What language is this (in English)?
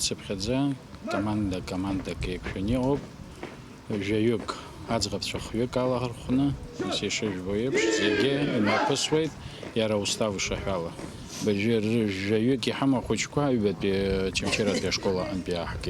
Abkhazian